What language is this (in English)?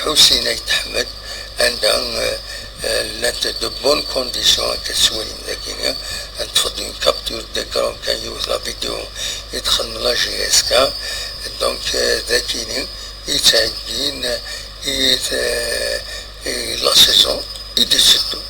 Kabyle